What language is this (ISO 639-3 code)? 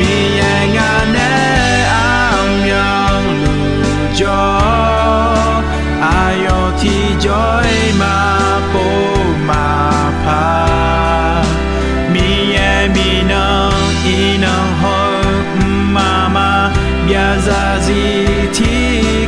ahk